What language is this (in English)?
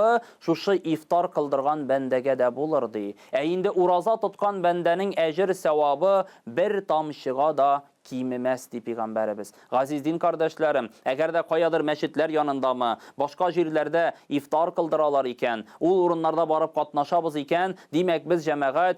Tatar